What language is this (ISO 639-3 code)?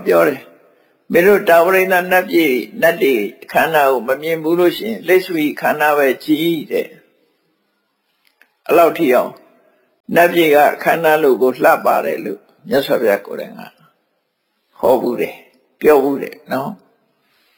mya